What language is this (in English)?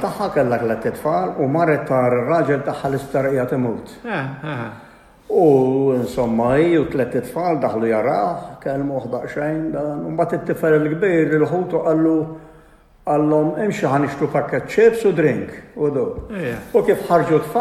Maltese